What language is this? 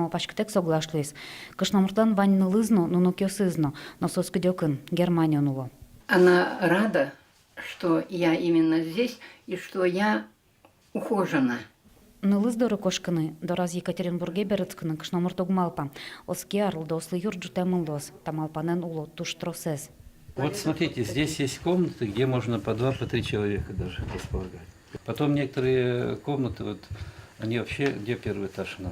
Udmurt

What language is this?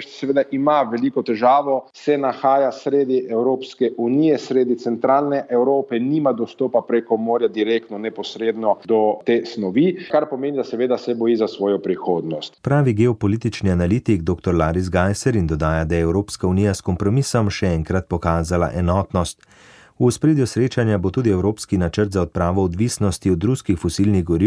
Slovenian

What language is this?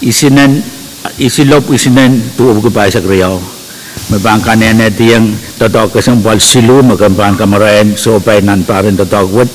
Pohnpeian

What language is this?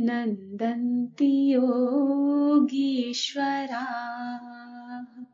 Sanskrit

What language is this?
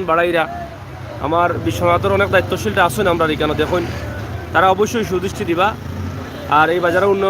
Sylheti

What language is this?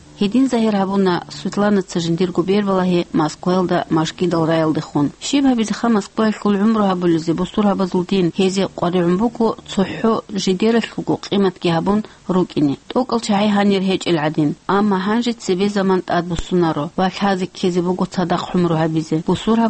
Avaric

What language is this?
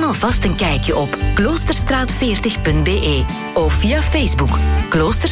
Dutch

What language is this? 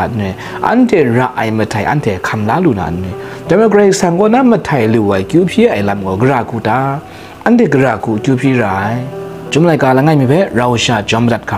Kachin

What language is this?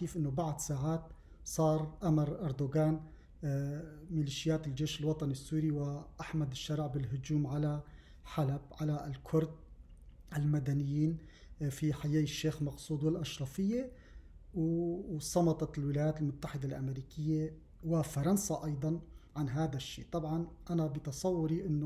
North Levantine Arabic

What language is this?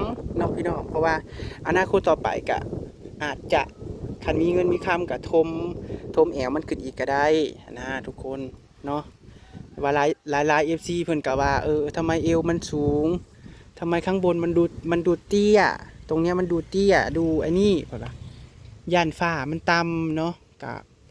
Northeastern Thai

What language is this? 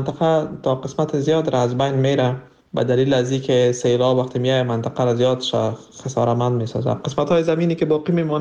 Persian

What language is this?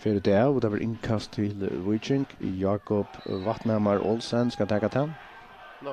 Faroese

